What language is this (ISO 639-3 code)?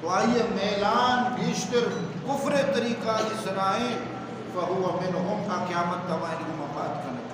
bgp